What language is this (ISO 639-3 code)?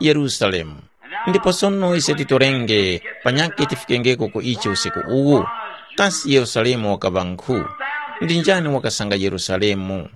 tum